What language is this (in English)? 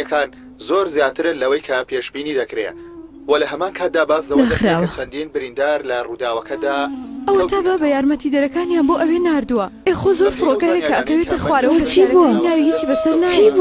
Central Kurdish